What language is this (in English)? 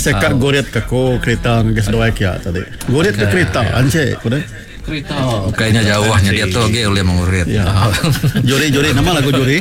Iban